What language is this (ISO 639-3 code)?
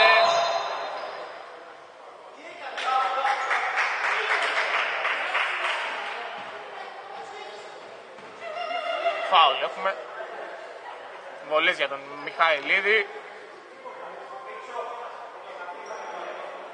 ell